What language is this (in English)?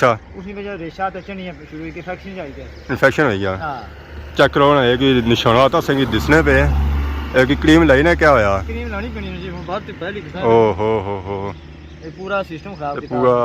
Pahari-Potwari